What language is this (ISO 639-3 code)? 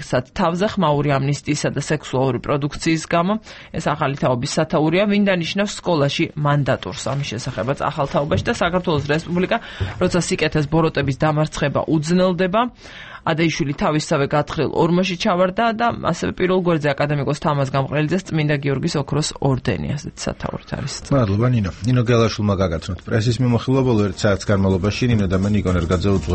kat